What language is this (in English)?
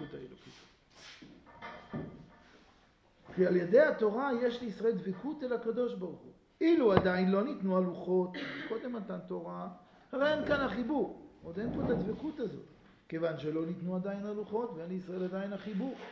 Hebrew